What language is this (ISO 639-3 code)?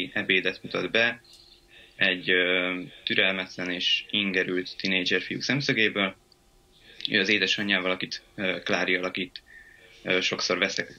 hun